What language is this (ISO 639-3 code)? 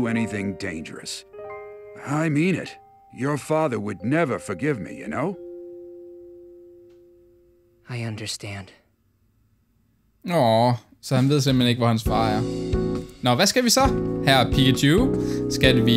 dan